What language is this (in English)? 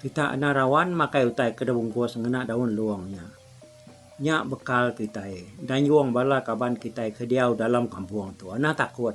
Iban